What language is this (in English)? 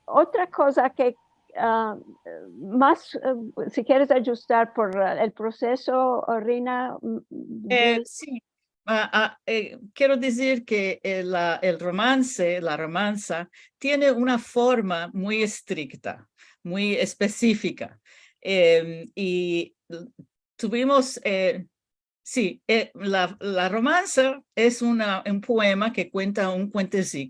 Ladino